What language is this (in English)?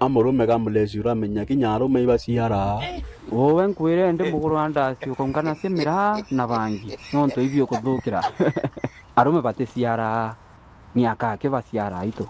Meru